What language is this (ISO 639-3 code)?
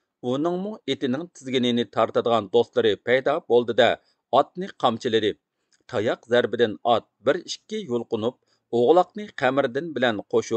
uig